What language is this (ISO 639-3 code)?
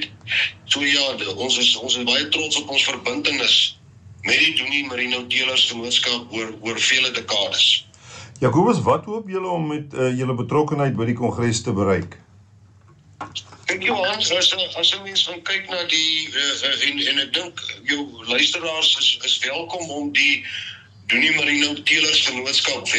afr